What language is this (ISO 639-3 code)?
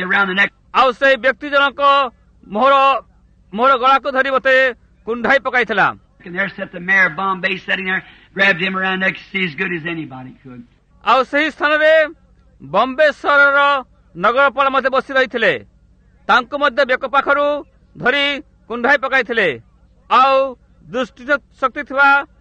ori